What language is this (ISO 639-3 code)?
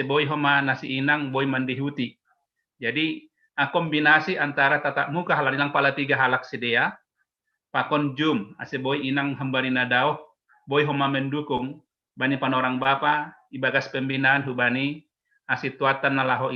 bts